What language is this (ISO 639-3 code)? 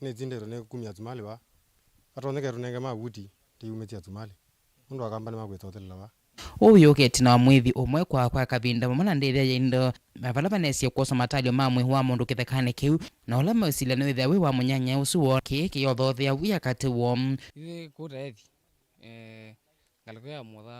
kam